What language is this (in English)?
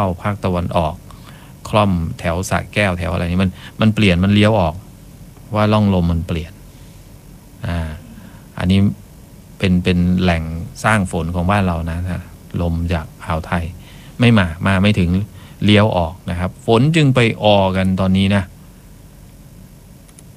Thai